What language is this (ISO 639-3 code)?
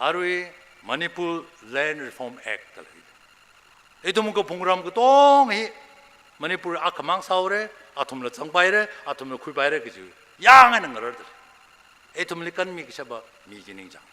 nmf